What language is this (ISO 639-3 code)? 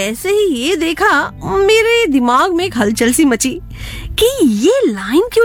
hin